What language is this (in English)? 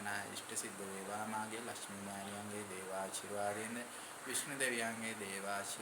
Sinhala